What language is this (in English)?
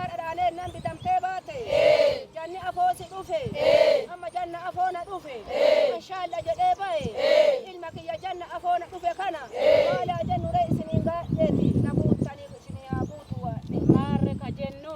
Oromo